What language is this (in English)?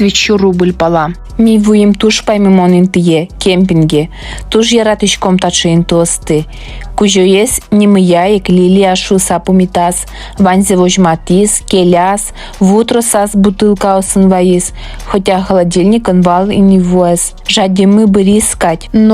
Udmurt